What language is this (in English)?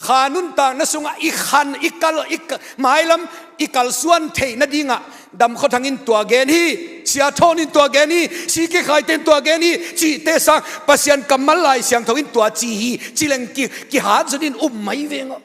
Tedim Chin